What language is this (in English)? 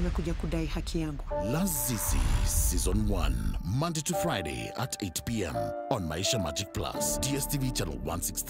Meru